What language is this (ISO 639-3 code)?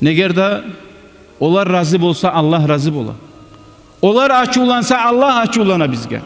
kum